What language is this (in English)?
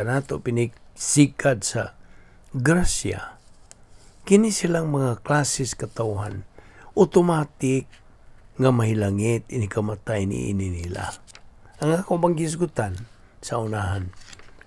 Cebuano